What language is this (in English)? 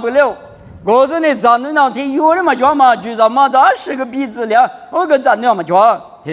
Lisu